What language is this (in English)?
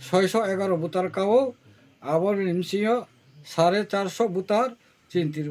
Kok Borok